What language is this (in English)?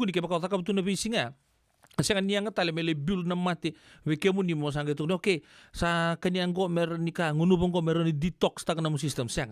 Fijian